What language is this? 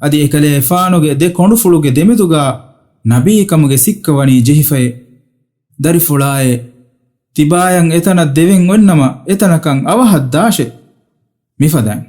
Divehi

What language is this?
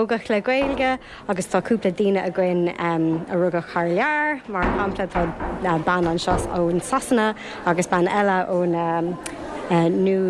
Irish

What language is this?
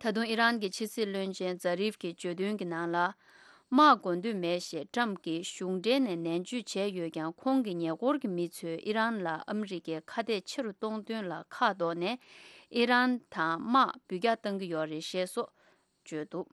Tibetan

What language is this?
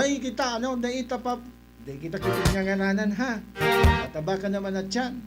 Bikol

